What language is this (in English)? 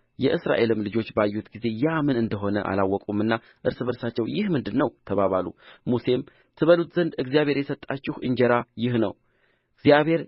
Amharic